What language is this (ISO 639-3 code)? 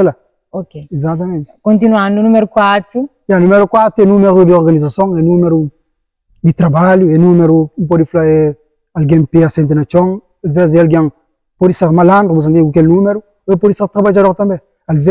kea